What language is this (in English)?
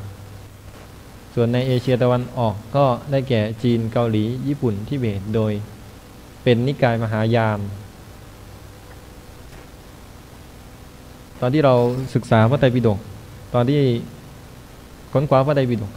Thai